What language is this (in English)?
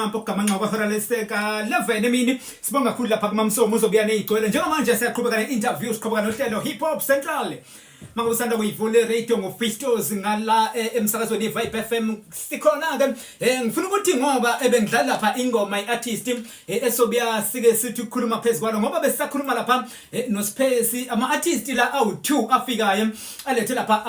Zulu